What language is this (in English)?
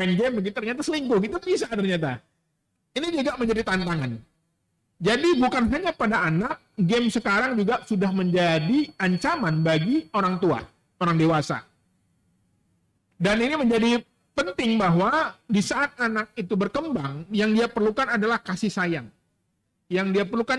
Indonesian